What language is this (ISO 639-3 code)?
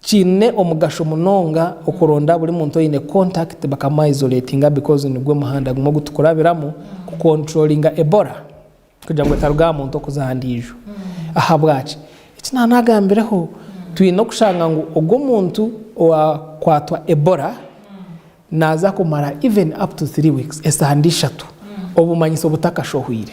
nyn